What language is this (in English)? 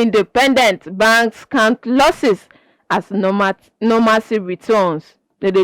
Nigerian Pidgin